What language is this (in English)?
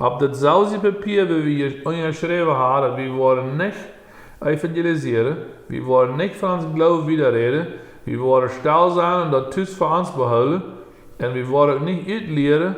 Plautdietsch